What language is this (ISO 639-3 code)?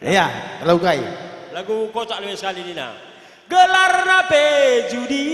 btx